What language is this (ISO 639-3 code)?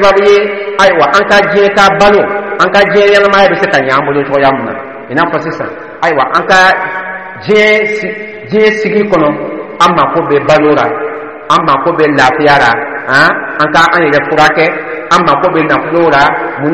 dyu